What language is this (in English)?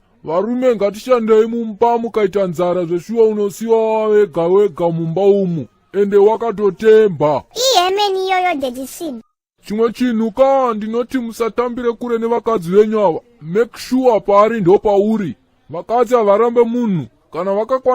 Shona